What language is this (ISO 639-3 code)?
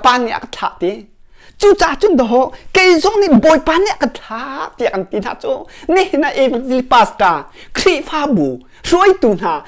cnh